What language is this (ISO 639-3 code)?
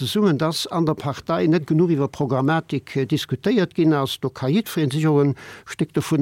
ltz